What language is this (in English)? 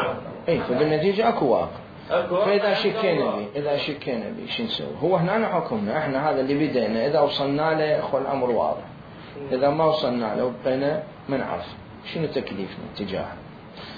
Mesopotamian Arabic